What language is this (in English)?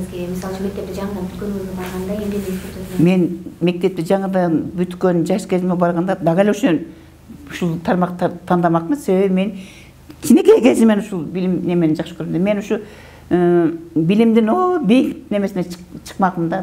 Kyrgyz